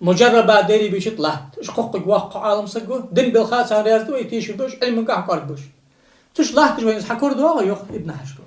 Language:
Ingush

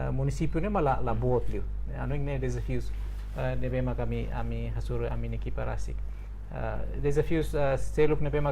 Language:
Tetum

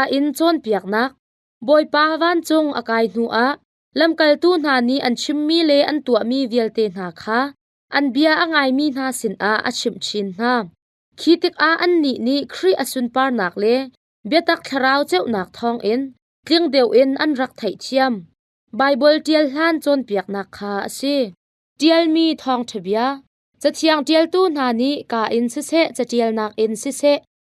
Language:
Hakha Chin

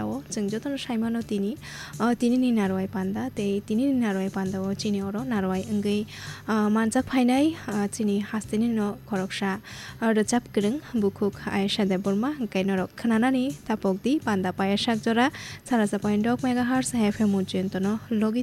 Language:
Kok Borok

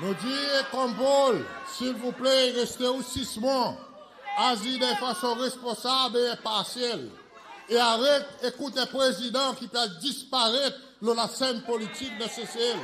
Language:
Seselwa Creole French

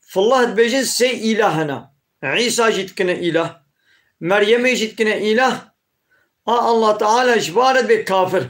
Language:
Kurdish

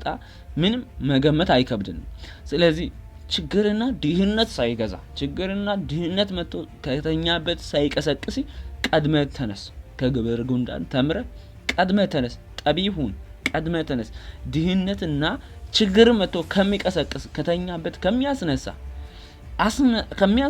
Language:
Amharic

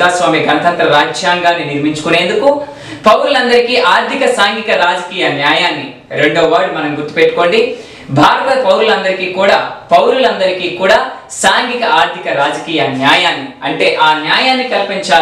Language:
Telugu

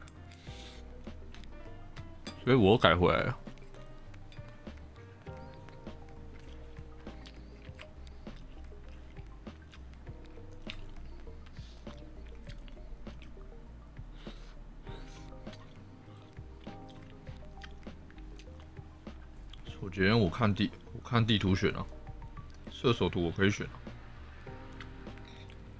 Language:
Chinese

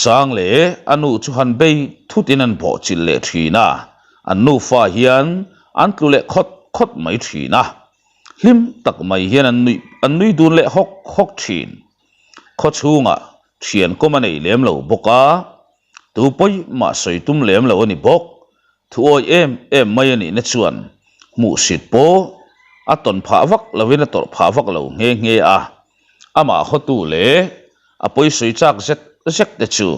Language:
Mizo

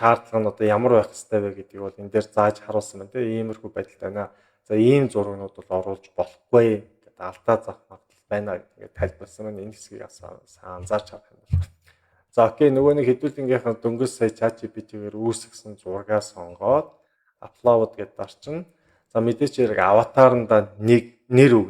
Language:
Mongolian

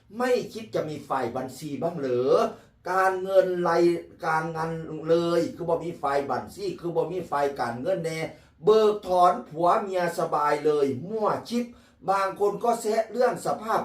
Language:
Northeastern Thai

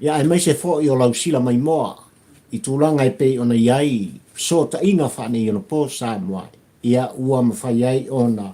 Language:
Samoan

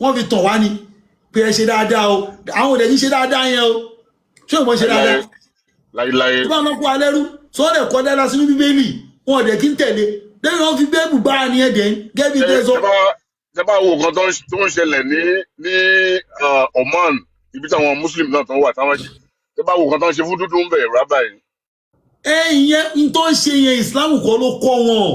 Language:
Yoruba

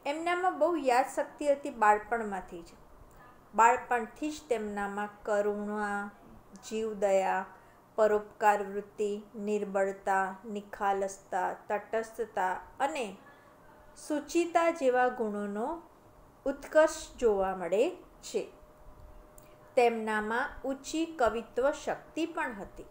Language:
Gujarati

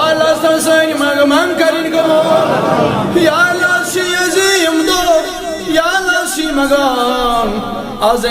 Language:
Kashmiri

